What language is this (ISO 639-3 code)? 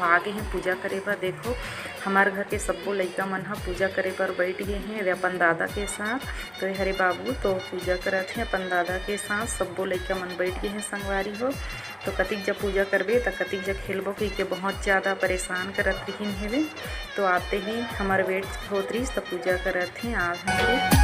hne